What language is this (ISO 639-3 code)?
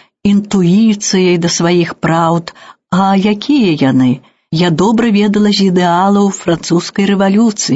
bel